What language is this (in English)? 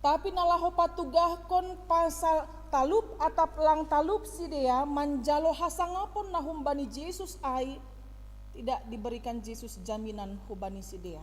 Batak Simalungun